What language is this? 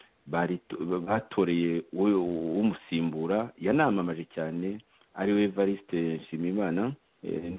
Kinyarwanda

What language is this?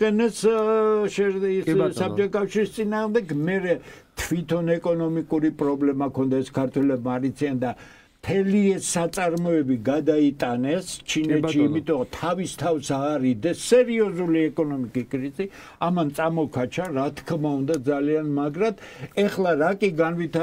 Georgian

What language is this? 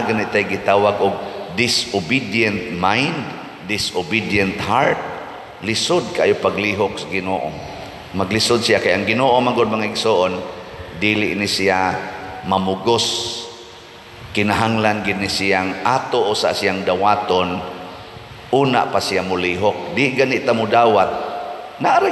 Cebuano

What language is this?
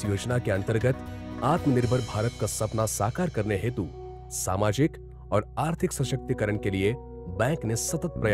Hindi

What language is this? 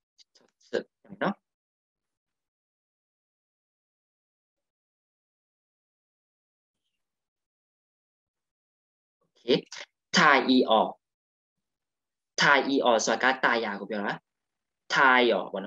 Burmese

